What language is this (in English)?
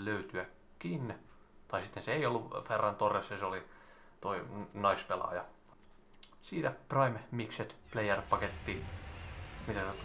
Finnish